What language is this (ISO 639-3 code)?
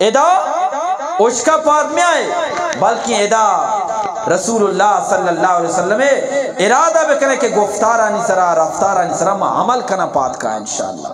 bgp